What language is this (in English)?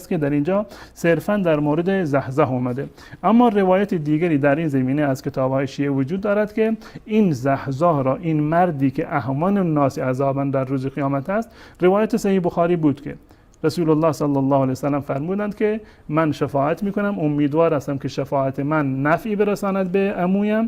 Persian